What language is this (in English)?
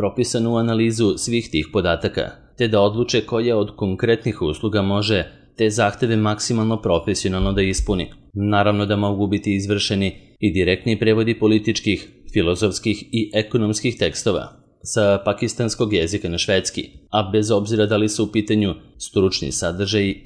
Serbian